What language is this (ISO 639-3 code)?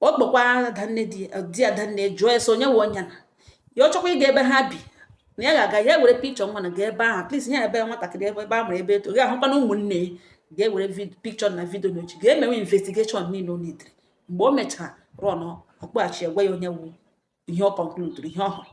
ibo